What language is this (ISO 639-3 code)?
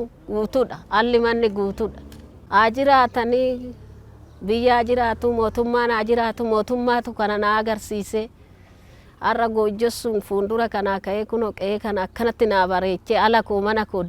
orm